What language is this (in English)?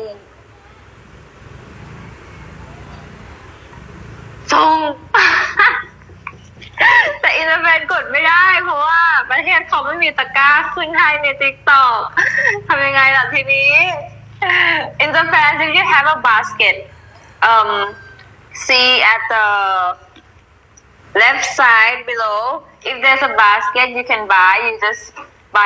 Thai